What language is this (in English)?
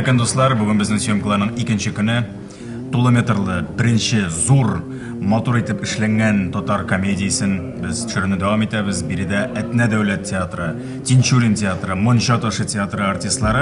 Tatar